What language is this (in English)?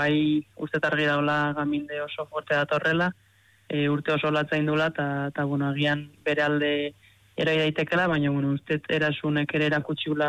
Basque